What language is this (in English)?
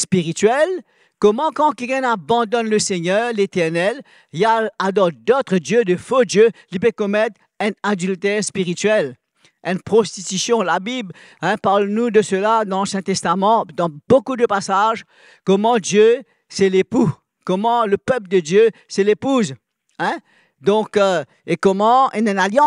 Morisyen